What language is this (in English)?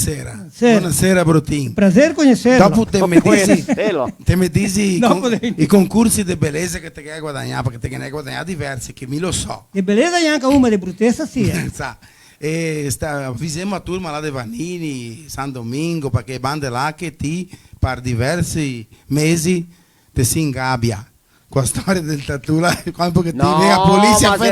Venetian